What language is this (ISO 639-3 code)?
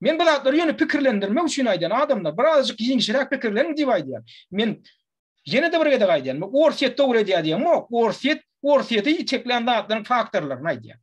tuk